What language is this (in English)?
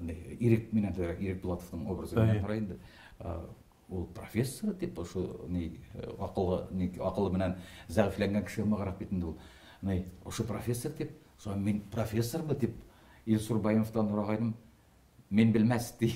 Bashkir